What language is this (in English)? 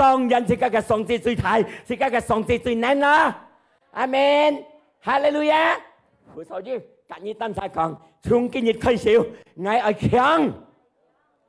Hakka Chinese